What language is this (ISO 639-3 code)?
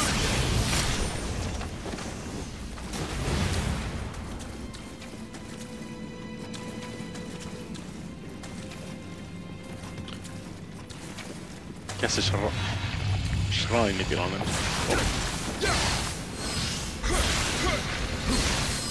fin